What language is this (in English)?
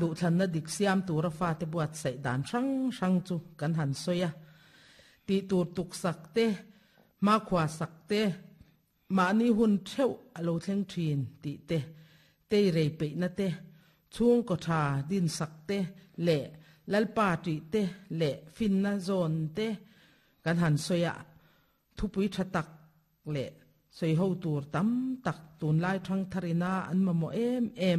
Mizo